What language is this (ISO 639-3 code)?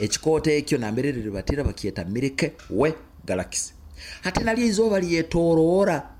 nyo